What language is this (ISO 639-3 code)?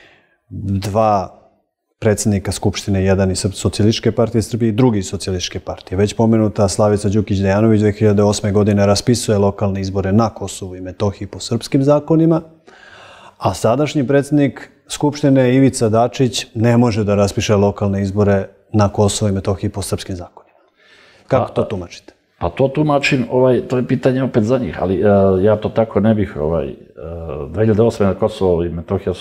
srp